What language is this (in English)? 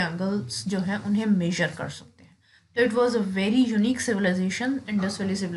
Hindi